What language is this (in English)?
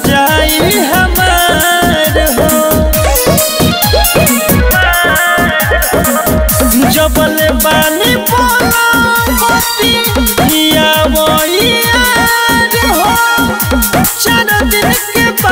Bhojpuri